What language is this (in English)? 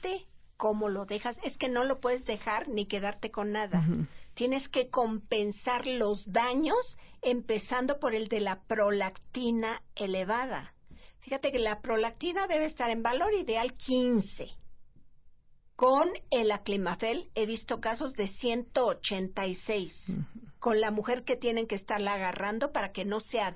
Spanish